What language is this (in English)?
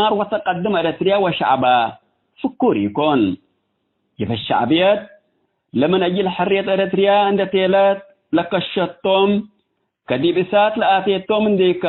Tigre